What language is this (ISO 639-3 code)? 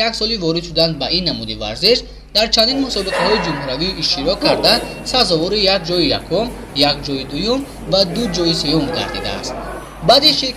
tgk